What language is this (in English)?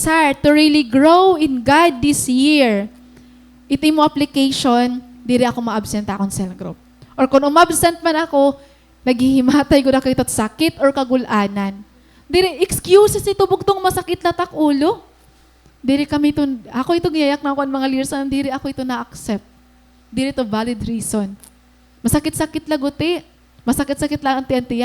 Waray